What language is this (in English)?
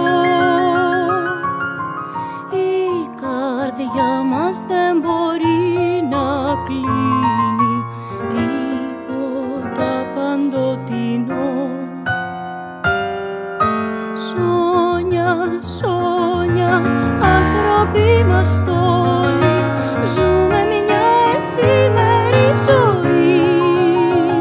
Greek